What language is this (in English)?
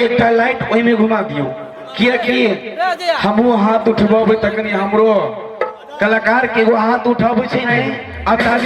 Maithili